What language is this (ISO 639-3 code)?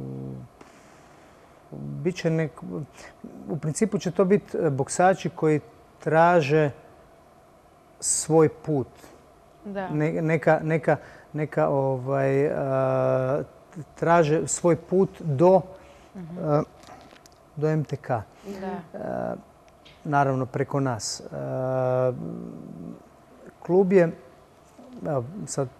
hrv